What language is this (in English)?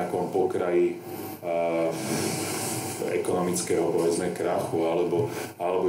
Slovak